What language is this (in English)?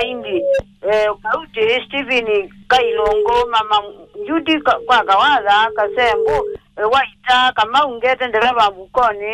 Kamba